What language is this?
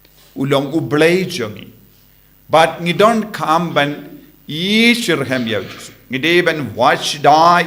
Khasi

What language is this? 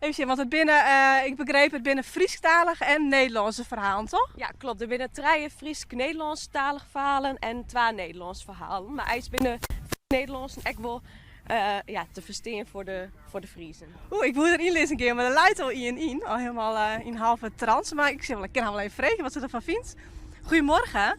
Western Frisian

